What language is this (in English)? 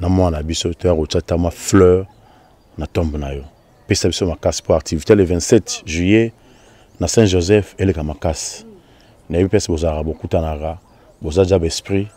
Lingala